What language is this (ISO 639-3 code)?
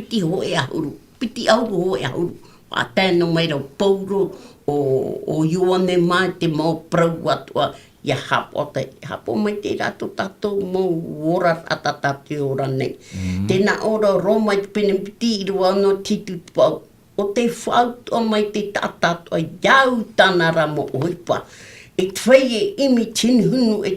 tah